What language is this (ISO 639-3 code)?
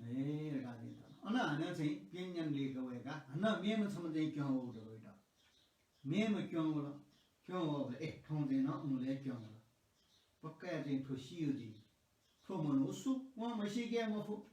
new